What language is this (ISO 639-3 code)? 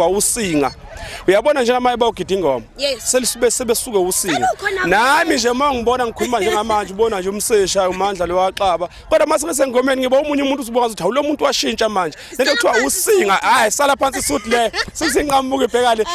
zul